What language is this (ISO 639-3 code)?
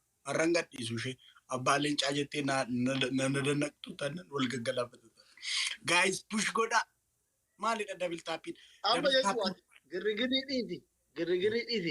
orm